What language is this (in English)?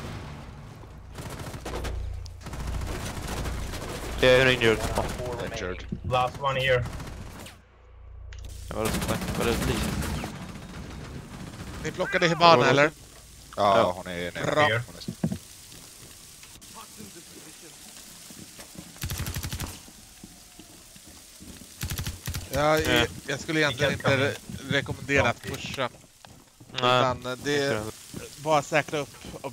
Swedish